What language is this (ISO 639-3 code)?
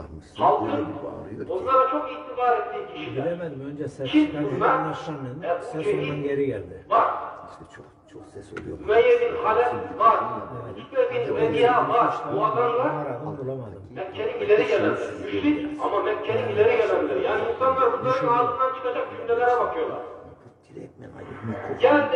tur